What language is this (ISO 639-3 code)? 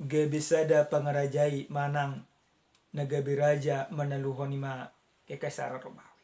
bbc